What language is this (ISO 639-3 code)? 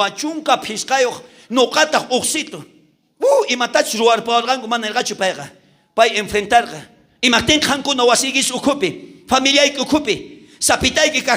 quh